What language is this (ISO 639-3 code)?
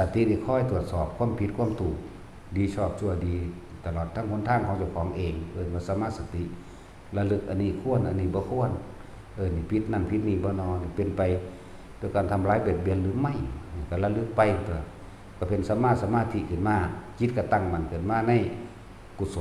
tts